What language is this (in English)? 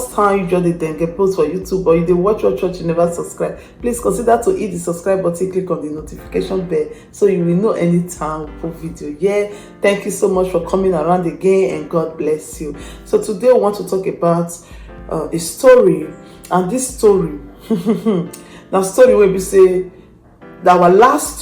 Nigerian Pidgin